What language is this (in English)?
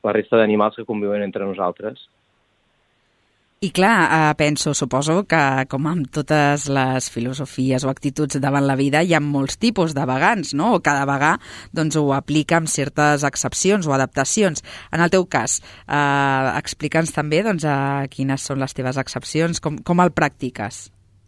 Catalan